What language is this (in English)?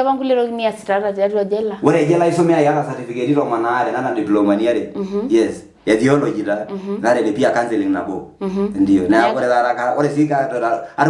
Masai